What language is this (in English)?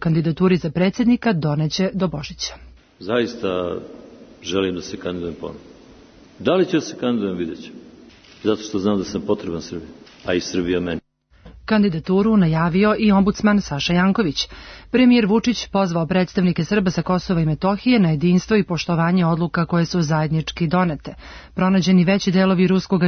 Serbian